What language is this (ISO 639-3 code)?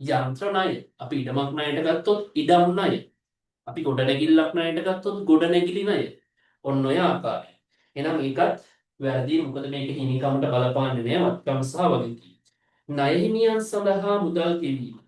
sin